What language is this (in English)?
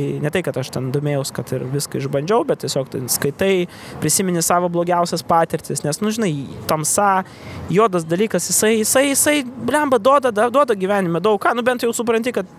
Lithuanian